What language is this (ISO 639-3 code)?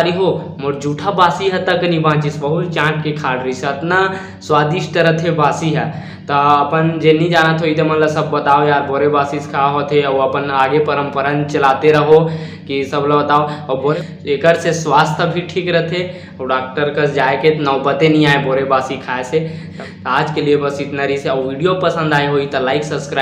hne